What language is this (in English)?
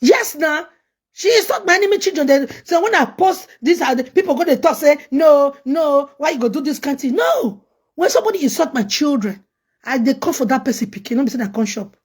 Nigerian Pidgin